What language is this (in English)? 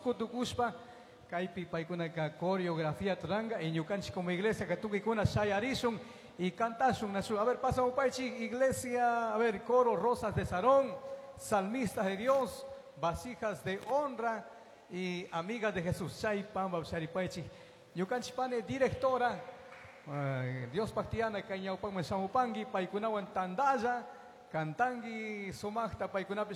Chimborazo Highland Quichua